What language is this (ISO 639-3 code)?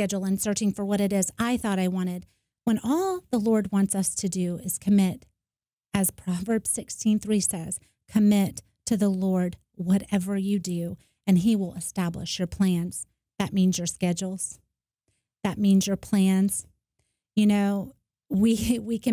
eng